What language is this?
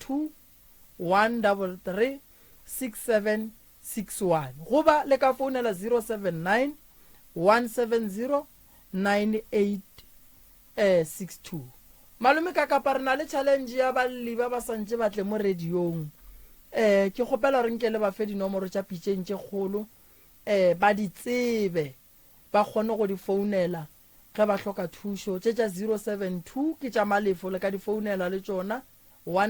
Northern Sotho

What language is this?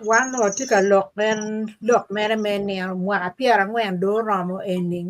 Acoli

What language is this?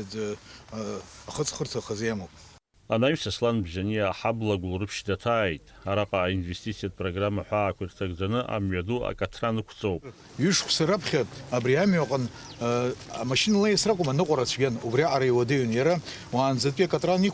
Abkhazian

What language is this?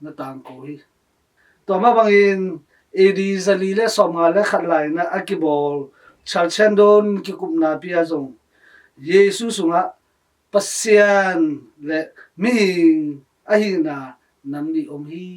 Tedim Chin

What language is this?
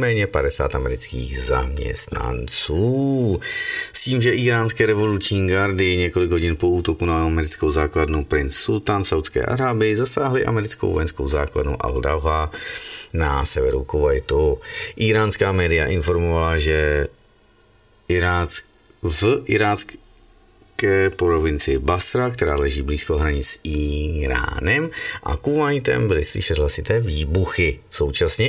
Czech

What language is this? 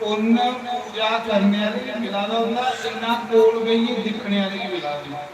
Dogri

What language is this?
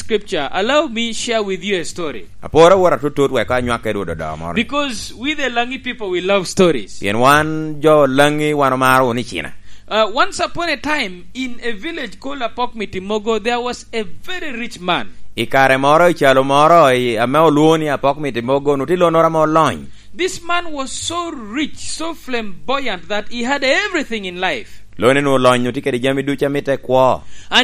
Lango (Uganda)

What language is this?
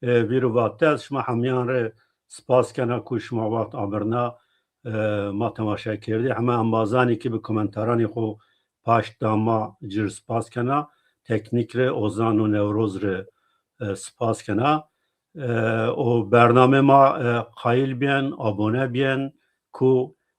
Zaza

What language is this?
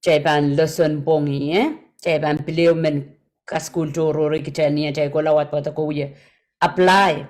Pohnpeian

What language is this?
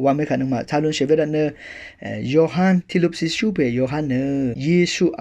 Rawang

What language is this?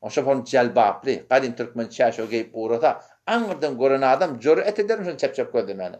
Turkmen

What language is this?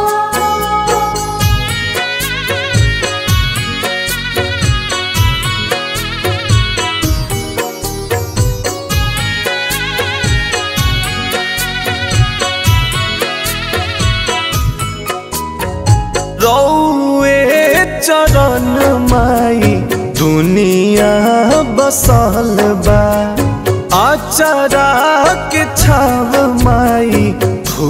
Bhojpuri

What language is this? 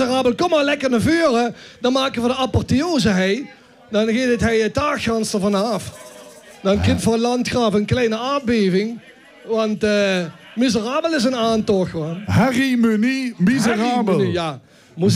Limburgish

